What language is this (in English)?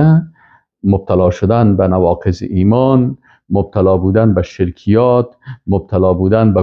Persian